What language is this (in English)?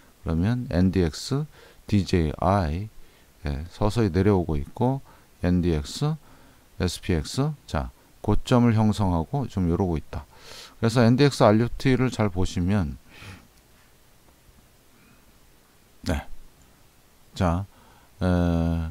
Korean